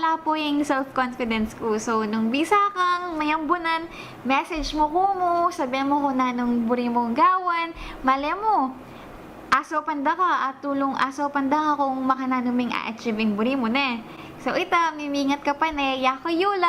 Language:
Pampanga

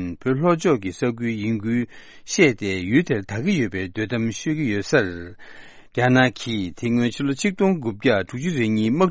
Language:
Tibetan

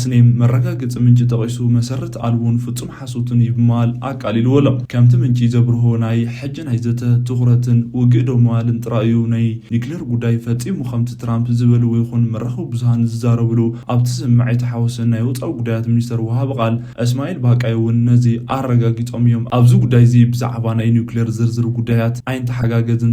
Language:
Tigrinya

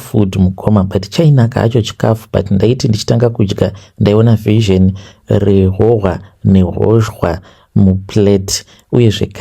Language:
Shona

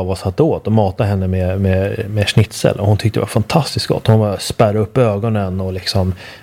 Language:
Swedish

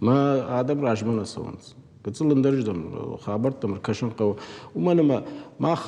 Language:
Ossetic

